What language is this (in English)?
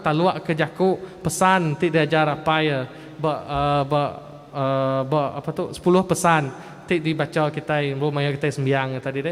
Iban